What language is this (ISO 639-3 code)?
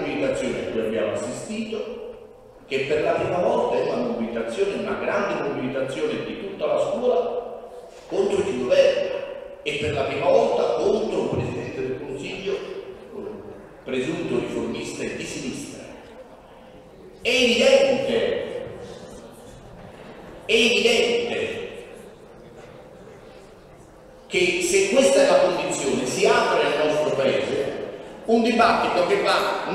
ita